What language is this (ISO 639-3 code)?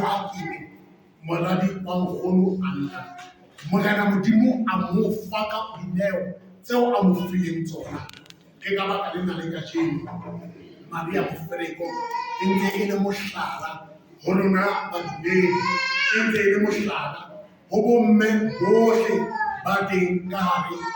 sot